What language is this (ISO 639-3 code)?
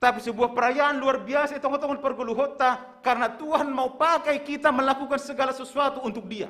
bts